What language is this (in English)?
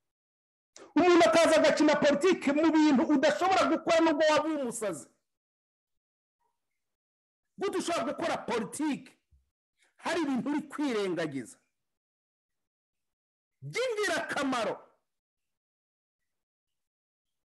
Kinyarwanda